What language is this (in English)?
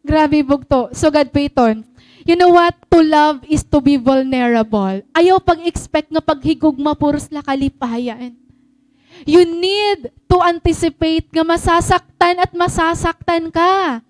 Waray